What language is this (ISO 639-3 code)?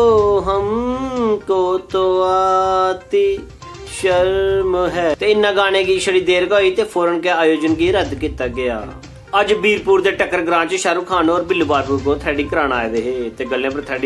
doi